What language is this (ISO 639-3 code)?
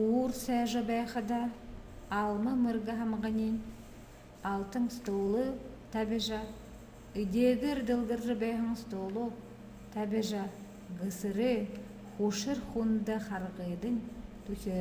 bua